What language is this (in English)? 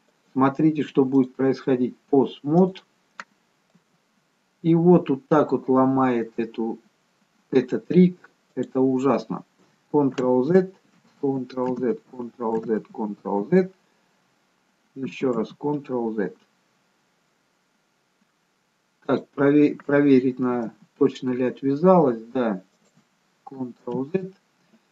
Russian